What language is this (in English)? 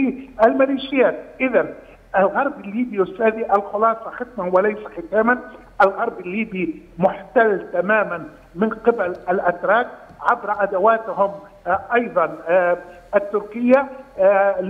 Arabic